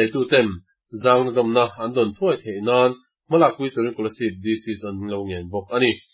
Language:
Mizo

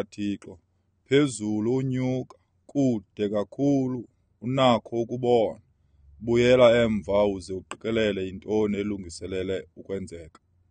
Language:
Xhosa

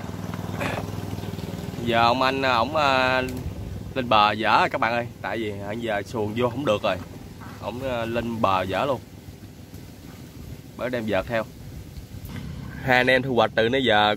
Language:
Vietnamese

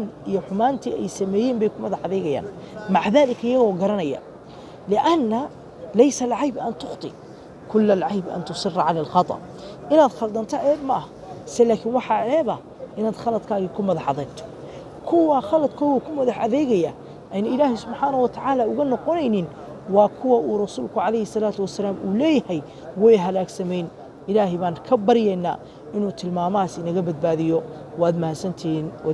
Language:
Somali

